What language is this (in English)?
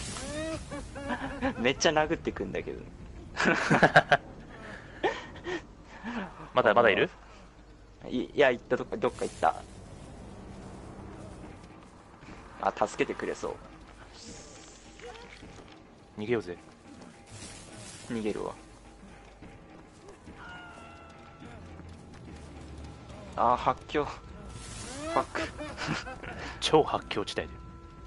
Japanese